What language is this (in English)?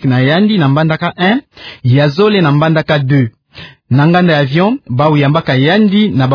Kituba (Democratic Republic of Congo)